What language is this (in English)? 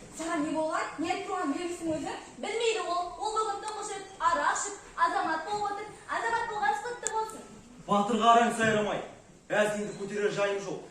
Kazakh